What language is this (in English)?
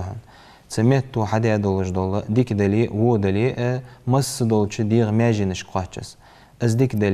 Ingush